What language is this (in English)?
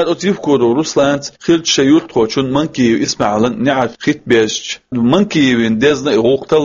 Chechen